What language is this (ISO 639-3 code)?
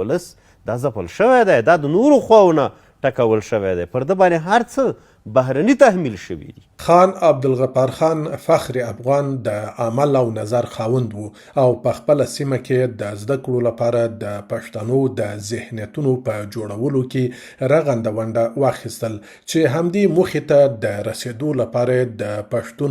pus